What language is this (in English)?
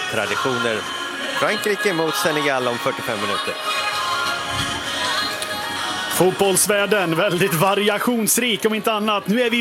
Swedish